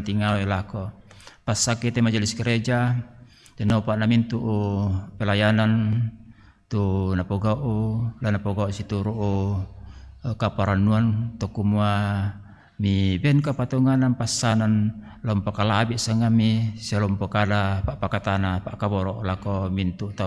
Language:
Toraja-Sa'dan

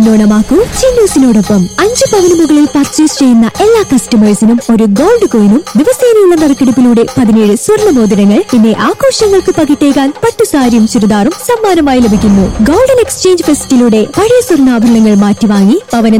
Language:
Malayalam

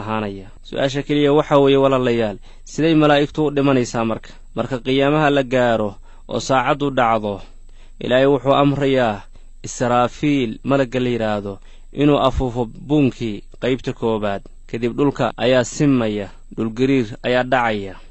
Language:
Somali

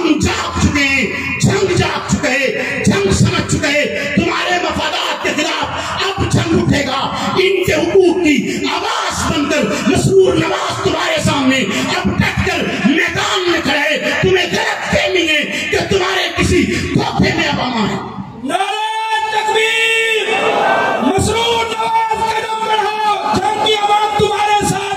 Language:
Urdu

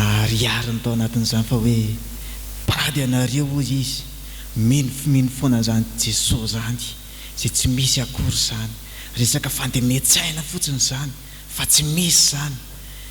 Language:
Malagasy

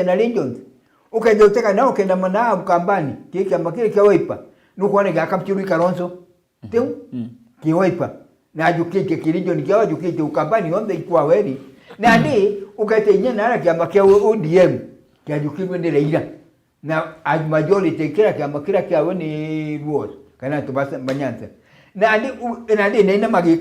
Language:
Meru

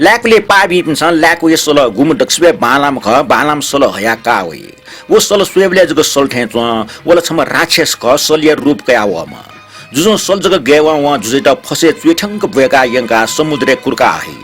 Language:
Newari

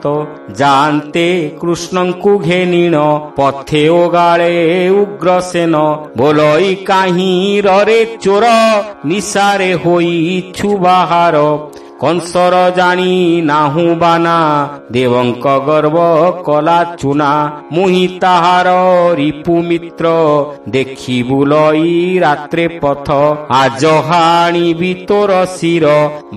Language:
Odia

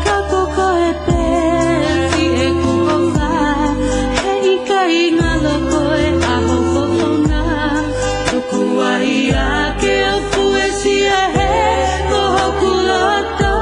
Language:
Tongan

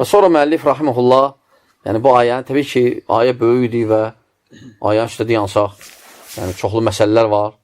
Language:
Azerbaijani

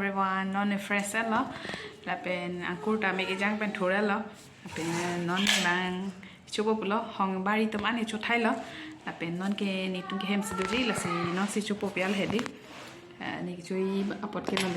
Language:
Karbi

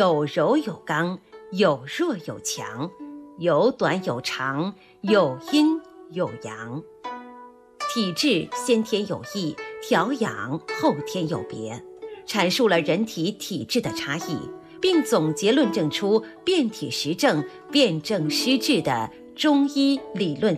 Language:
Chinese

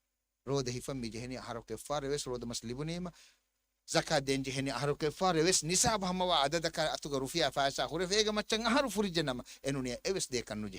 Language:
Divehi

